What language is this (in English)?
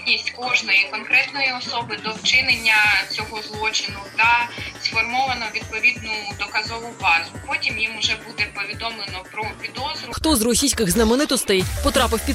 Ukrainian